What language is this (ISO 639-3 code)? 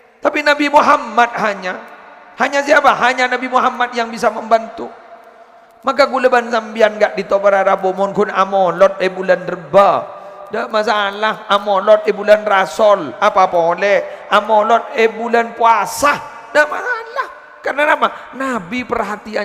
mad